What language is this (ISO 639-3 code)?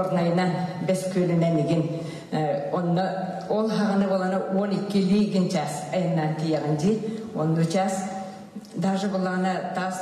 sah